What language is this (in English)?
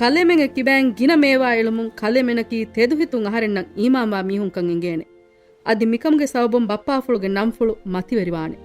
Divehi